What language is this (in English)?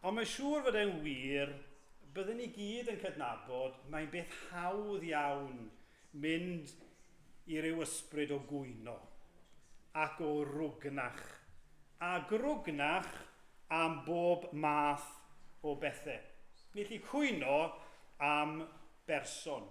Welsh